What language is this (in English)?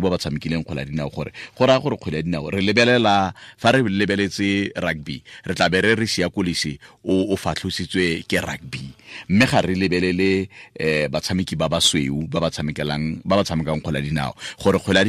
Tswana